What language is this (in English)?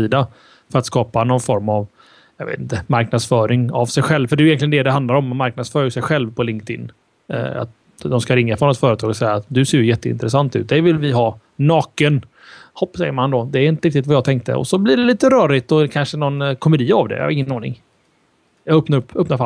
Swedish